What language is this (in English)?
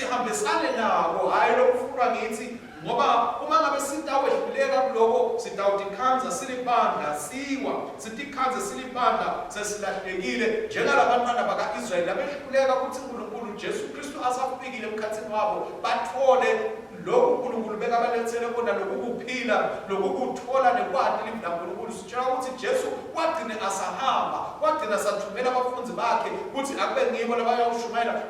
Swati